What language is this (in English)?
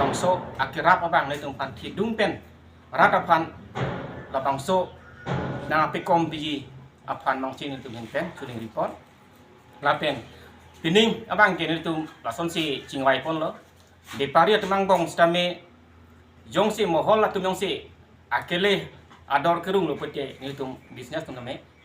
Karbi